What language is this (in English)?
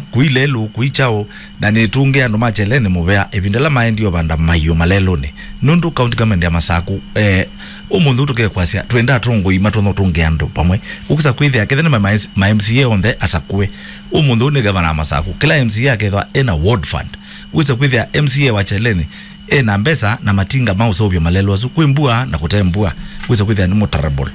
Kamba